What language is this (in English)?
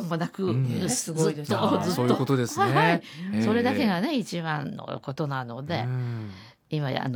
Japanese